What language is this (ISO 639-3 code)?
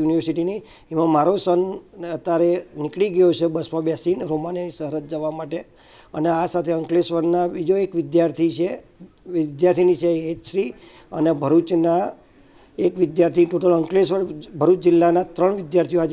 guj